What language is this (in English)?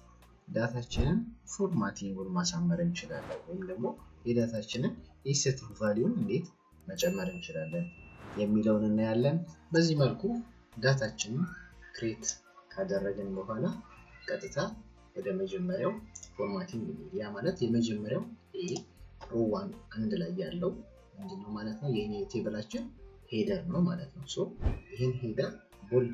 Amharic